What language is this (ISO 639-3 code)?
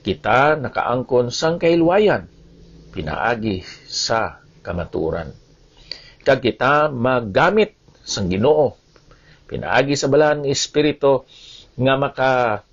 hil